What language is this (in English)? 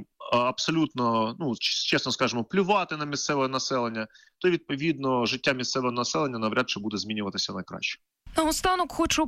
Ukrainian